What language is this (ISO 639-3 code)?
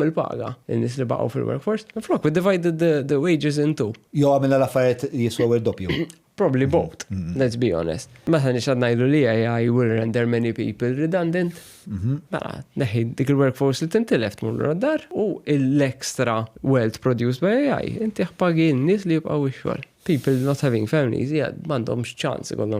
mlt